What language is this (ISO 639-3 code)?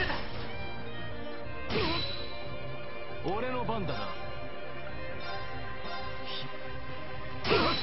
jpn